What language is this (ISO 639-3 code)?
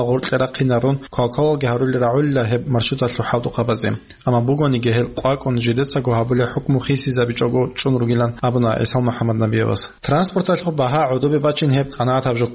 ava